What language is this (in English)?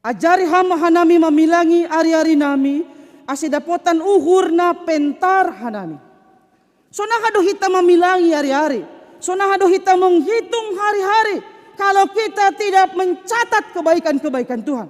Batak Simalungun